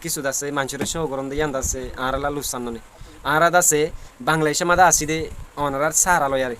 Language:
Rohingya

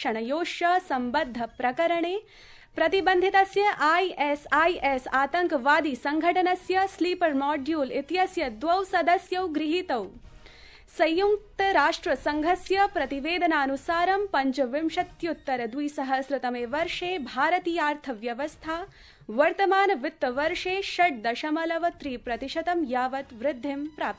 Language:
Sanskrit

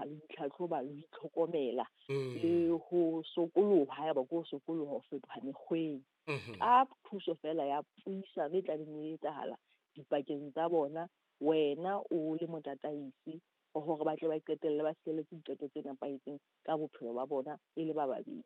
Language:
Southern Sotho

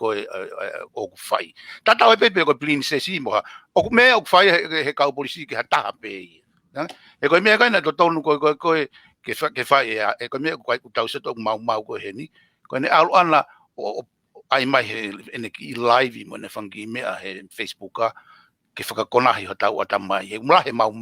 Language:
Tongan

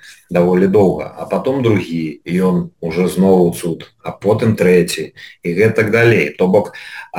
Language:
Belarusian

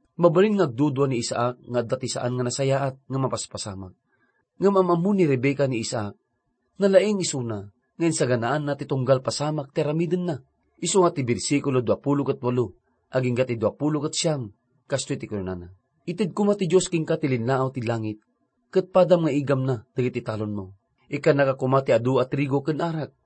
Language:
Iloko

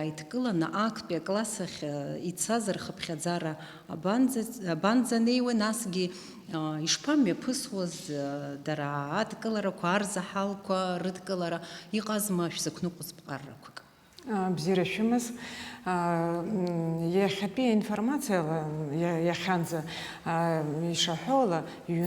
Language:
Abkhazian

